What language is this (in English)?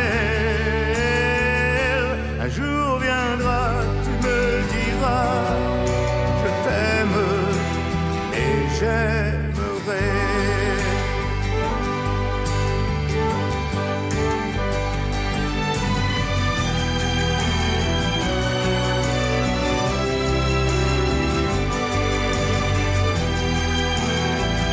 French